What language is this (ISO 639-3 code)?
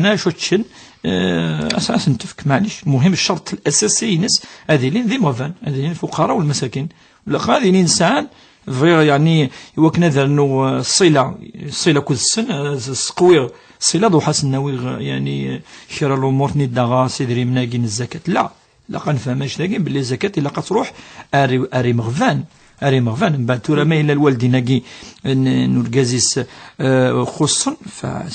kab